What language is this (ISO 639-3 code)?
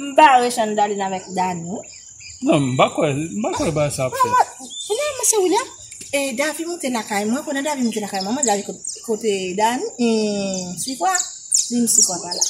hat